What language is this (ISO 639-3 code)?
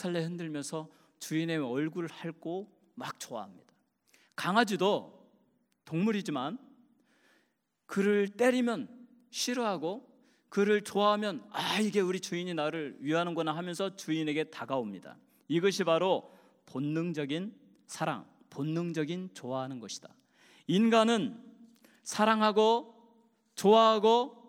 kor